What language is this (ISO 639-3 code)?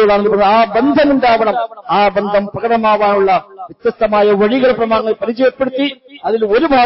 mal